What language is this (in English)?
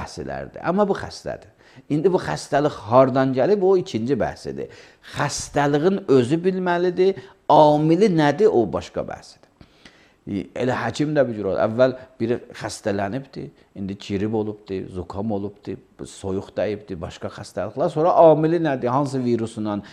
Azerbaijani